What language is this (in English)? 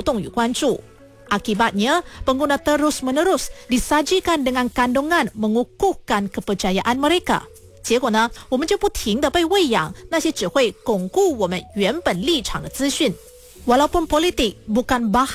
Malay